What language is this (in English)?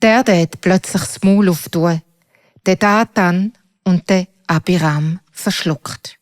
Swiss German